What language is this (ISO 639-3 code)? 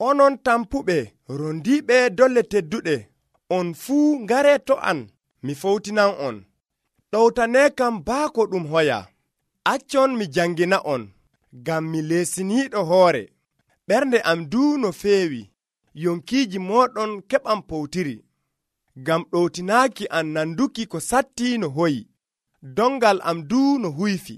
fuv